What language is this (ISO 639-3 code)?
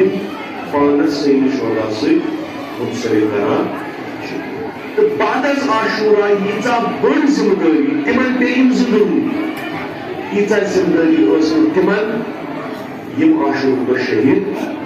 kas